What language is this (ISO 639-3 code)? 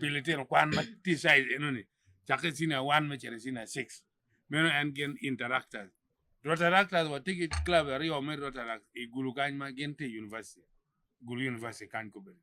ach